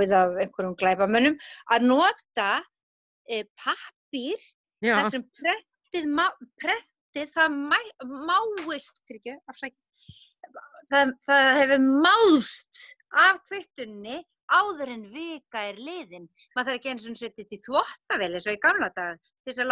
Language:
Icelandic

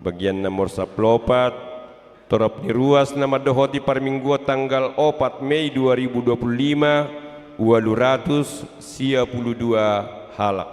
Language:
Batak Toba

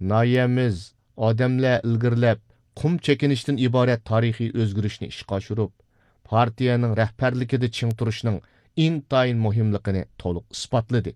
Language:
Uyghur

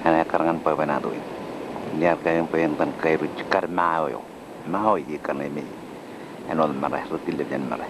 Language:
Marshallese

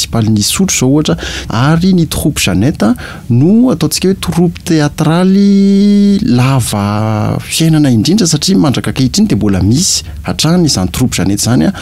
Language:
Malagasy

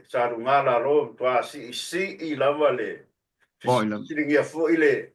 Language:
Samoan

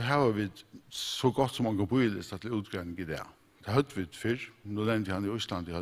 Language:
Faroese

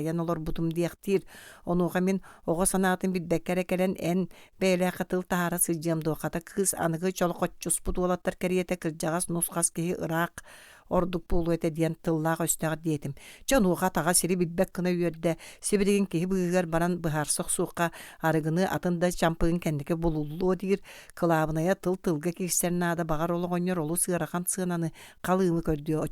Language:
Yakut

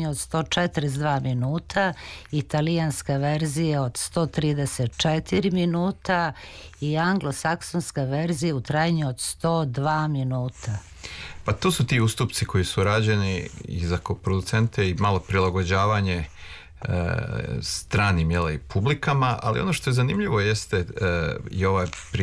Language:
Serbian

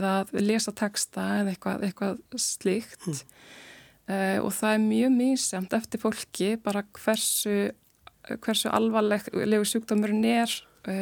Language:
Icelandic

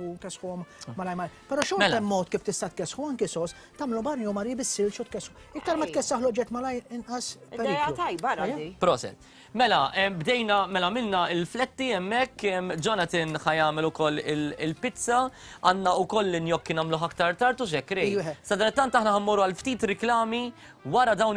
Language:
Maltese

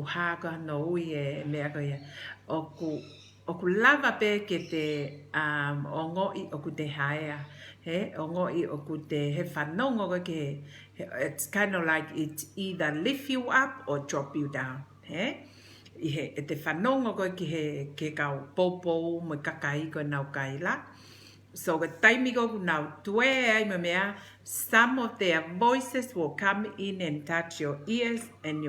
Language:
Tongan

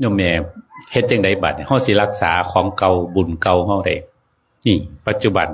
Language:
Northeastern Thai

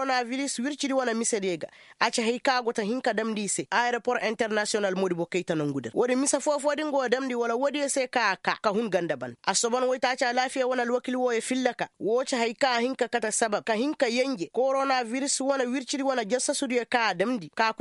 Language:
Koyraboro Senni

